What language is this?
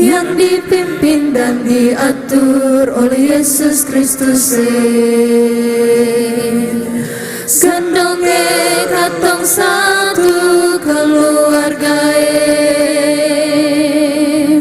Ambonese Malay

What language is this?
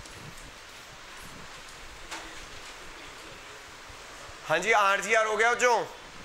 Hindi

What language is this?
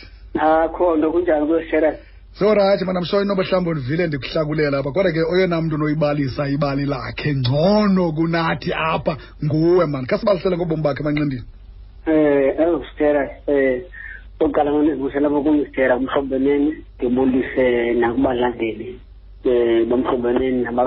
Xhosa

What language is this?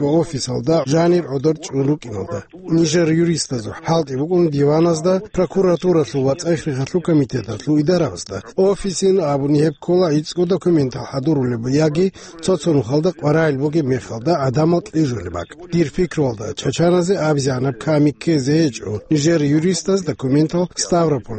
Avaric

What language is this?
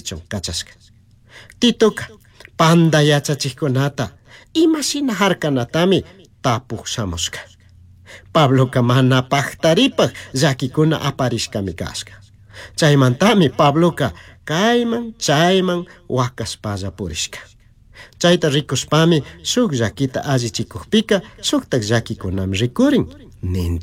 Chimborazo Highland Quichua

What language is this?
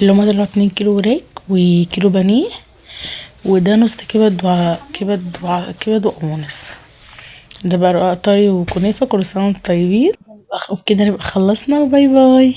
Egyptian Arabic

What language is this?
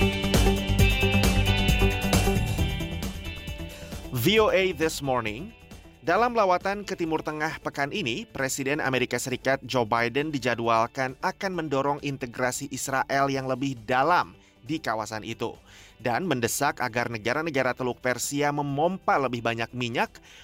Indonesian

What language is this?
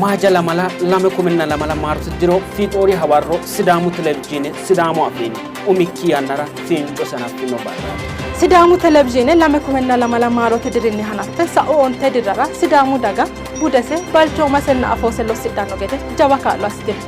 Sidamo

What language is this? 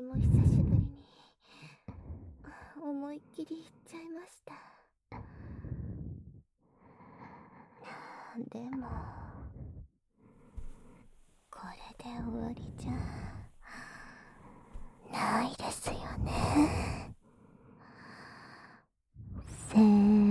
Japanese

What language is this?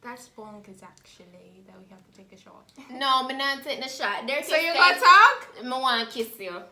Jamaican Creole English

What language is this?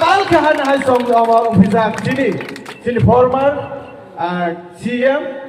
Kok Borok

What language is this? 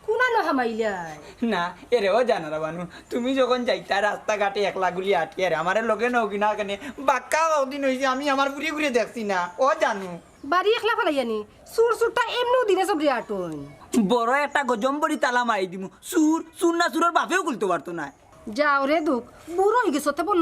Sylheti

